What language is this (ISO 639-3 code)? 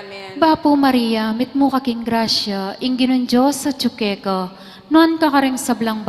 pam